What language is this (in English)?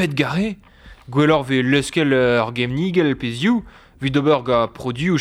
Breton